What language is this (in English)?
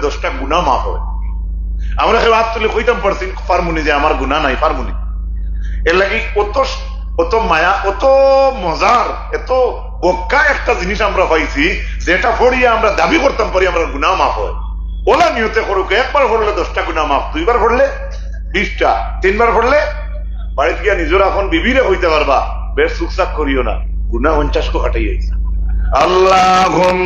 Sylheti